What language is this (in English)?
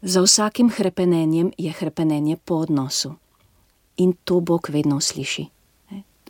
Slovenian